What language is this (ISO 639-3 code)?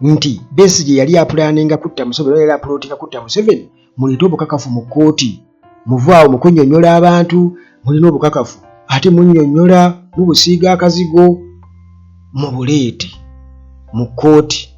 lug